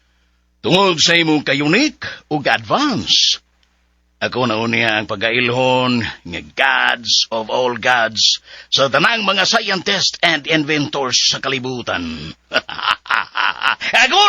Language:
Cebuano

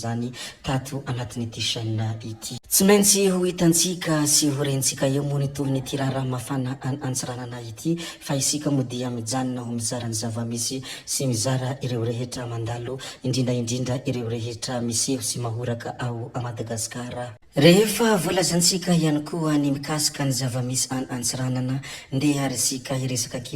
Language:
Malagasy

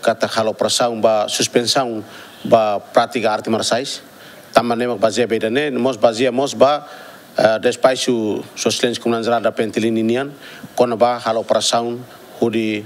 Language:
Tetum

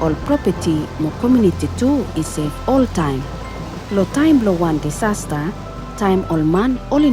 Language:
Bislama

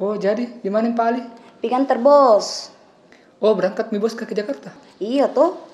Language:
Makassar Malay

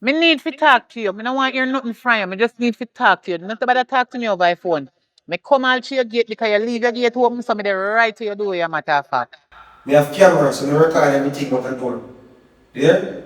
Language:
Jamaican Creole English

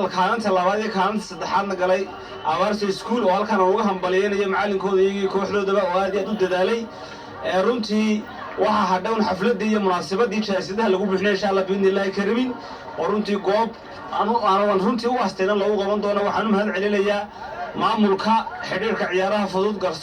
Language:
Somali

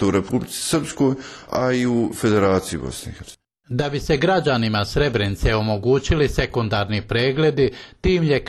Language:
Bosnian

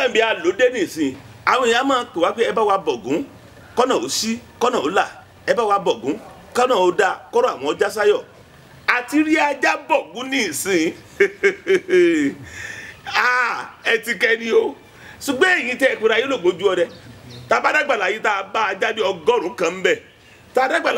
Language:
Yoruba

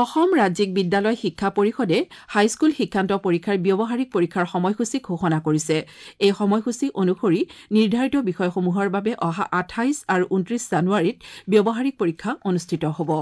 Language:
Assamese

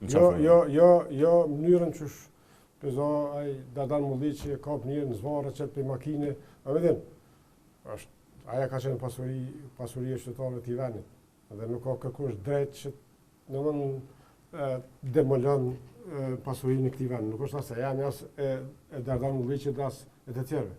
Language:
Albanian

